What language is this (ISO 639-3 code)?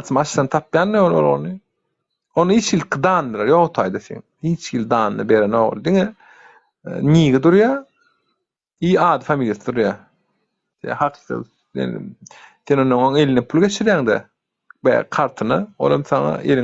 tuk